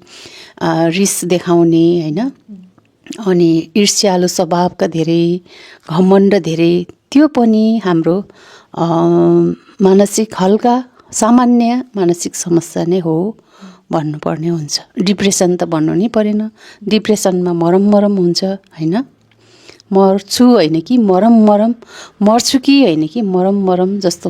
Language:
Nepali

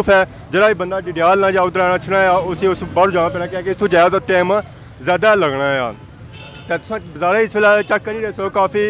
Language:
Pahari-Potwari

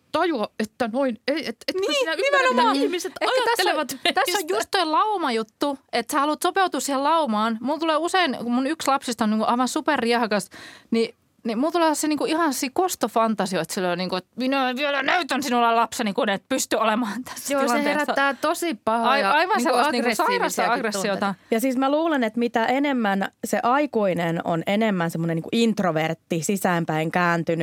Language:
Finnish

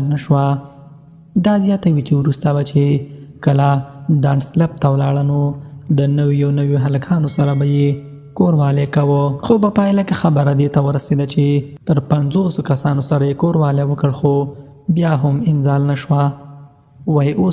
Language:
Pashto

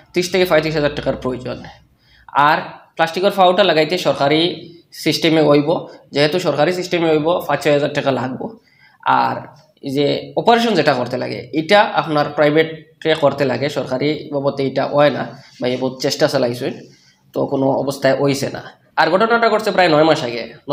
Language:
Sylheti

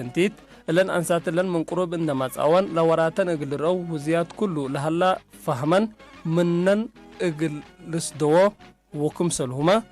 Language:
Tigre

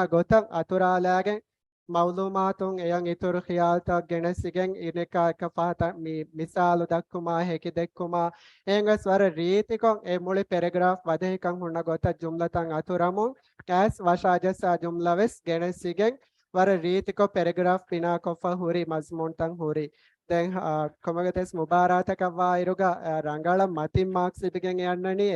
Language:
Divehi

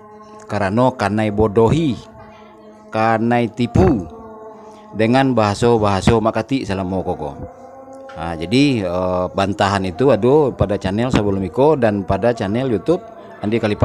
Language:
Minangkabau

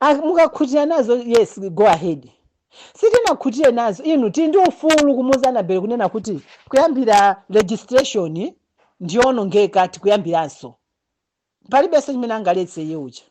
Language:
Nyanja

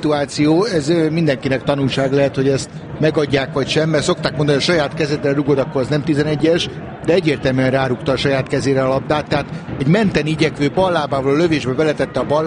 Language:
Hungarian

